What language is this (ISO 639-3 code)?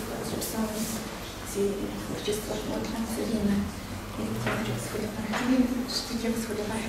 kbd